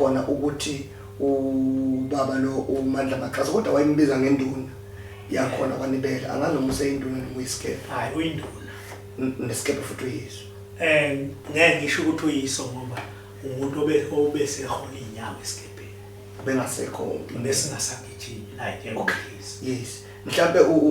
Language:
Zulu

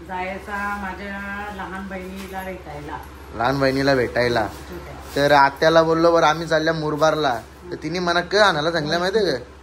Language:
Marathi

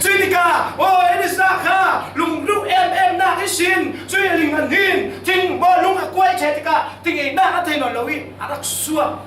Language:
Falam Chin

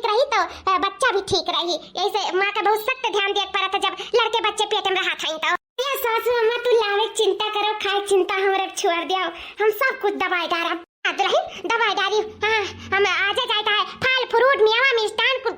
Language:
Awadhi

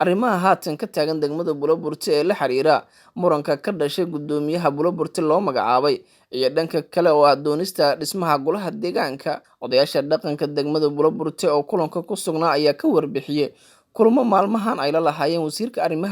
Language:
Somali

